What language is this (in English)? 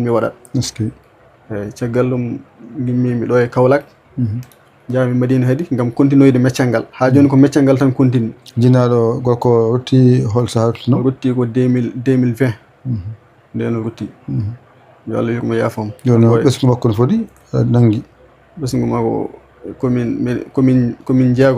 Fula